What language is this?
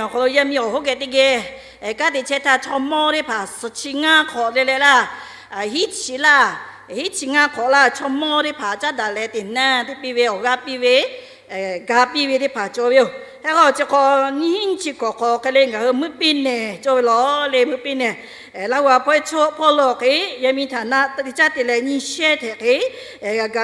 Lahu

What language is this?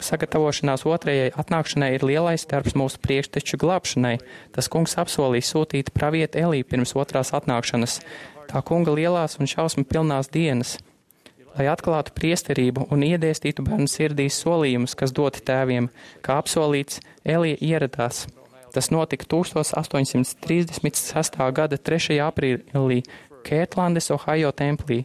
Latvian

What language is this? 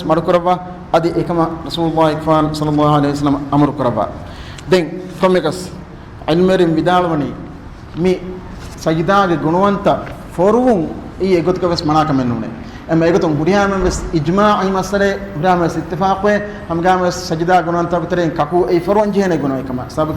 Divehi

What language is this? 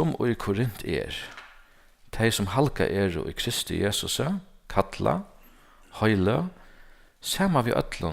Faroese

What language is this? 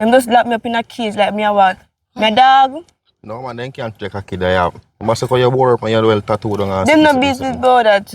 Jamaican Creole English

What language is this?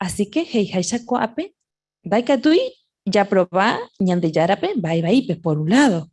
Guarani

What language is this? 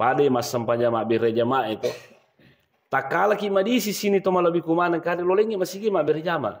Buginese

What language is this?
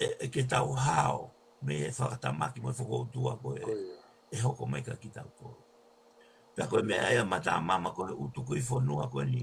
Tongan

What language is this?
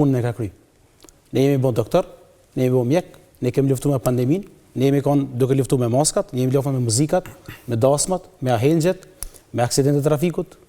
Albanian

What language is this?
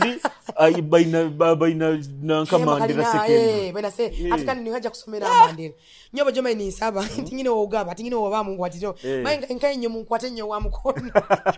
Nyoro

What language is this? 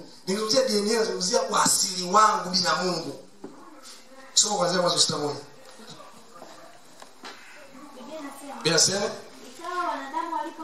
Swahili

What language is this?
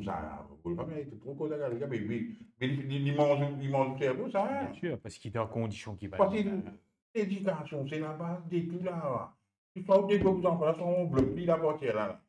Morisyen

